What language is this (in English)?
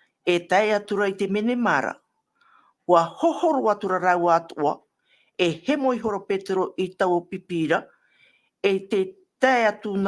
Tahitian